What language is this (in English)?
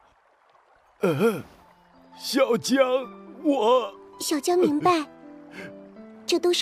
Chinese